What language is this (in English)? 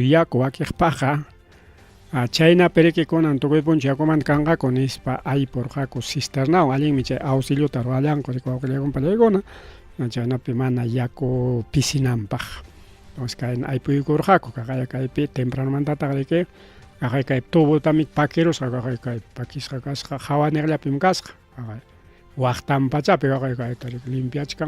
Ayacucho Quechua